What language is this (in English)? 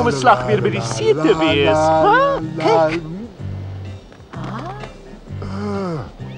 Afrikaans